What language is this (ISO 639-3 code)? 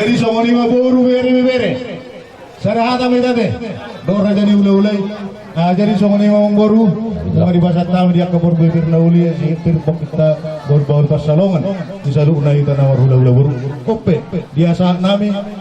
bbc